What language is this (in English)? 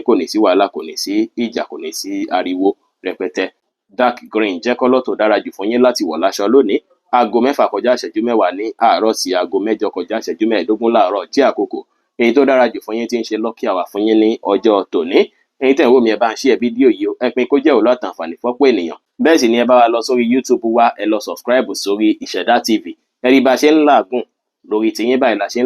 Yoruba